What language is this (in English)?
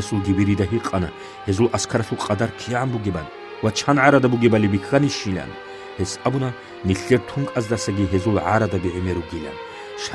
Avaric